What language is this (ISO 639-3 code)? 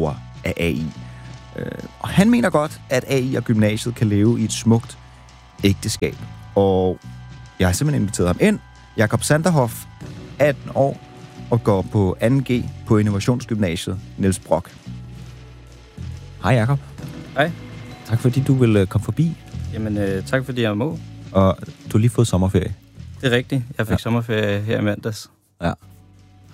dan